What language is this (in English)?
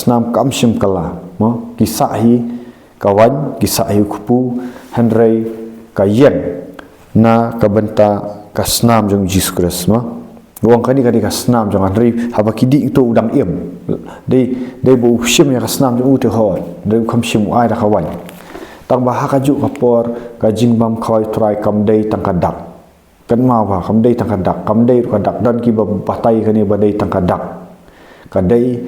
Khasi